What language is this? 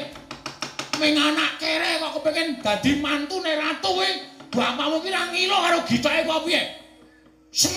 Javanese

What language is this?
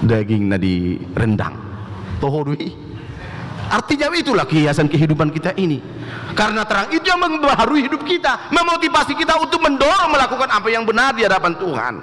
Batak Toba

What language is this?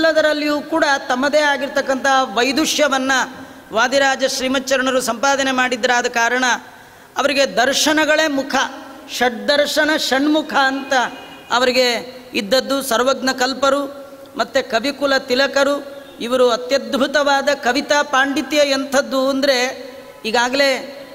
Kannada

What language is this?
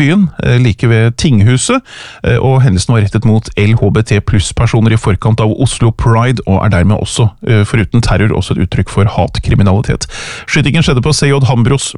Norwegian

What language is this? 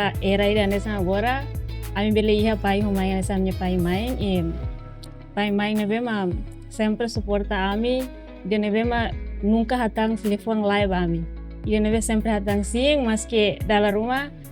Tetum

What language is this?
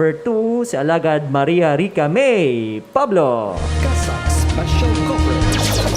Hiligaynon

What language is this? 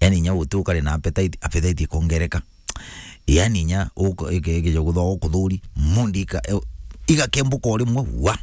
Meru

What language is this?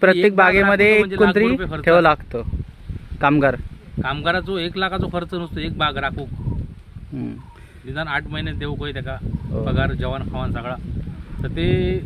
Marathi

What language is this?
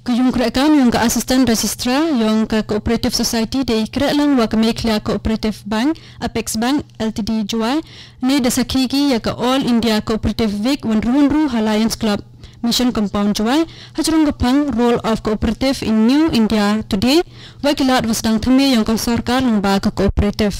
Khasi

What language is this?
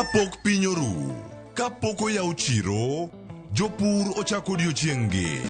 Luo (Kenya and Tanzania)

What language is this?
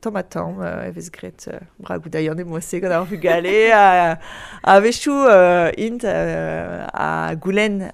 Breton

